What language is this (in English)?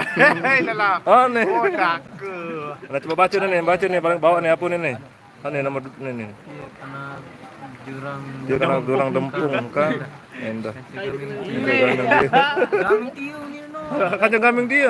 Sasak